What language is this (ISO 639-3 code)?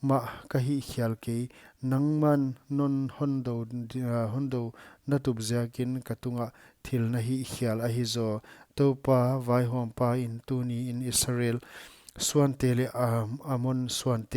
pck